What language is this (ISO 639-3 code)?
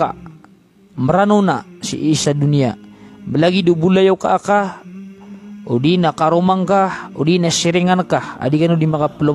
mrw